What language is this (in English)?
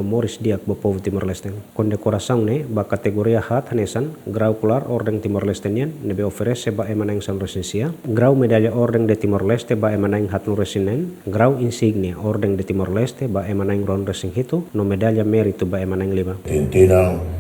Tetum